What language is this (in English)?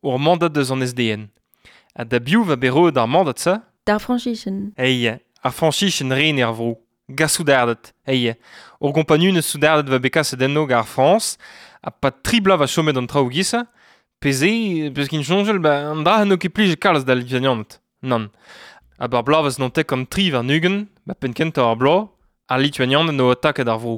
Breton